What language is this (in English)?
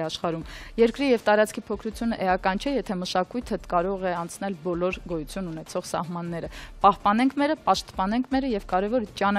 Armenian